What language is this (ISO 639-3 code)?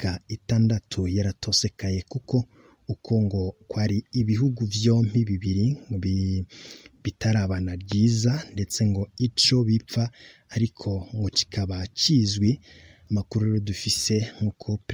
run